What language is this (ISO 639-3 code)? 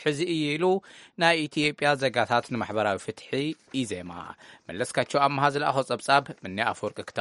tir